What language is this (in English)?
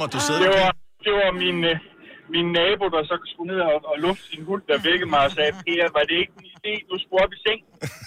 Danish